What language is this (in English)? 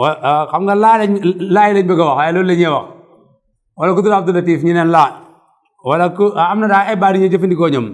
Wolof